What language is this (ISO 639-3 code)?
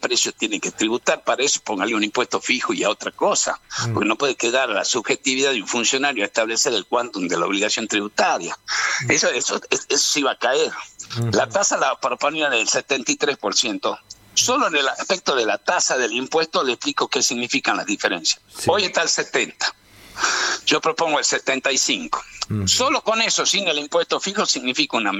spa